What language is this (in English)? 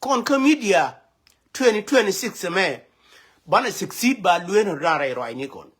Nuer